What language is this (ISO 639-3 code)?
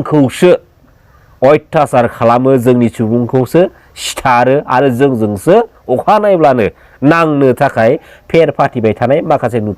brx